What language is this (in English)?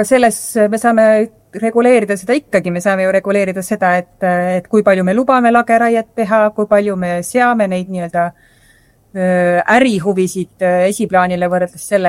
Estonian